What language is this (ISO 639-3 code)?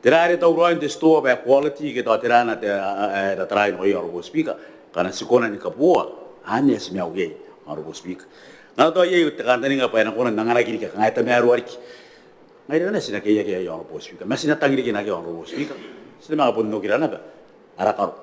gil